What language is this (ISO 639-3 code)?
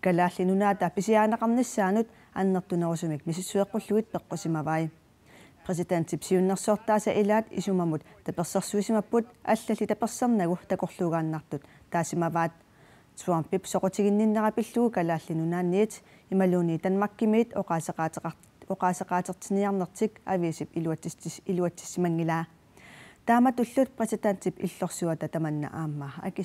kal